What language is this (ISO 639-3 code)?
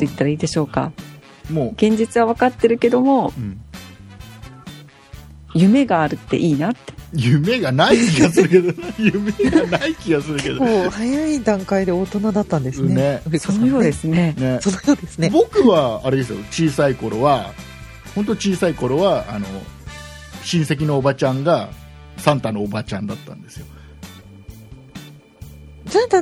jpn